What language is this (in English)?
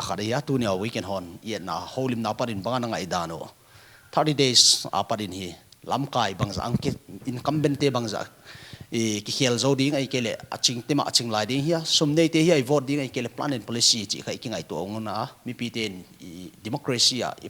Paite Chin